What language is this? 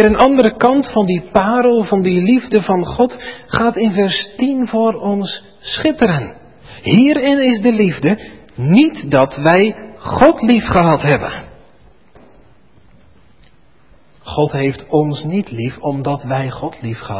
Dutch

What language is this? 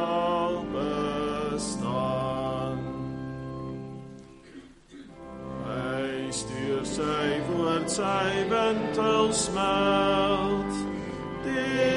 Afrikaans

